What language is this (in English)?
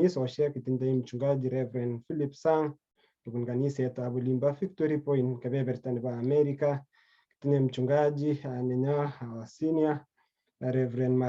Kalenjin